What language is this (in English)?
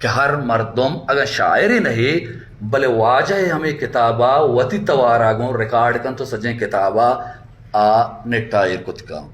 Baluchi